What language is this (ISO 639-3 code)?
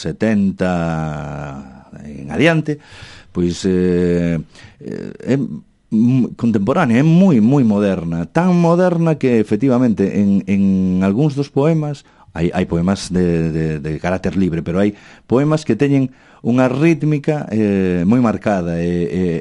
glg